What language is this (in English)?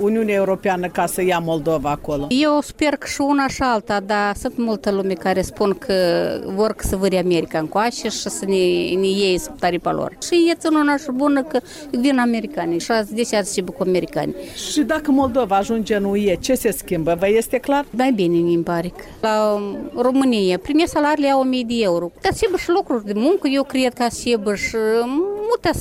Romanian